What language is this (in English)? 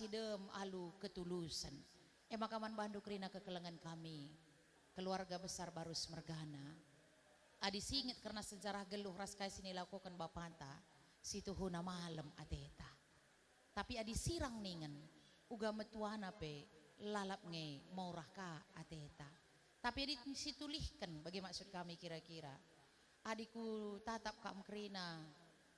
Batak Karo